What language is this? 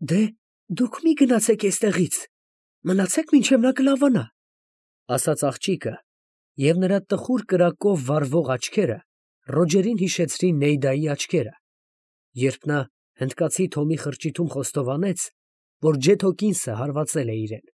Armenian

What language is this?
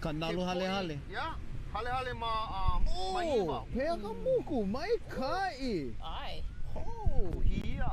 Hawaiian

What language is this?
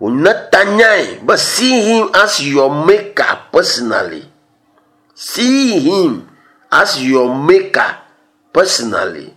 Ewe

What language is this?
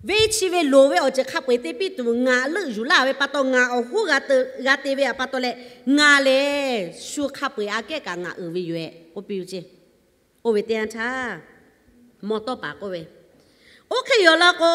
Lahu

